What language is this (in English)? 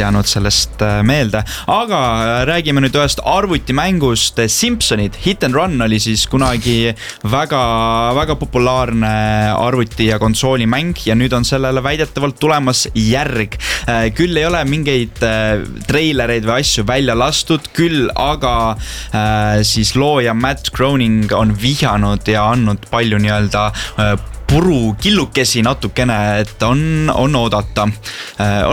Estonian